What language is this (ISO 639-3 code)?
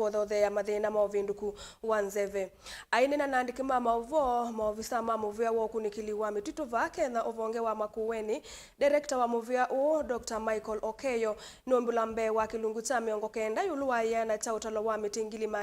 kam